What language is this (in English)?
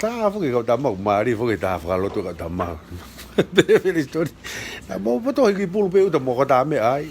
Tongan